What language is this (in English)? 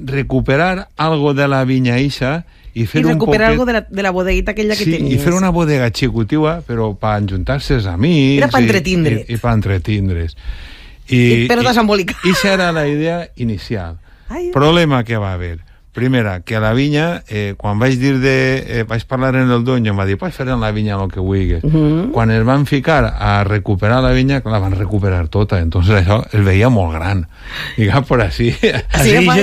Catalan